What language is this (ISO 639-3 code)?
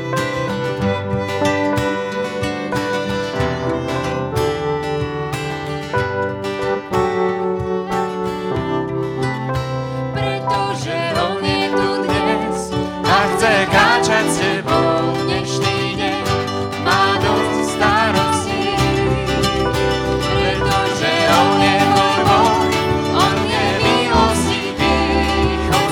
slk